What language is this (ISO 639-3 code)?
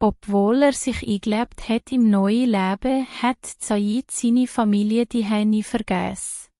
gsw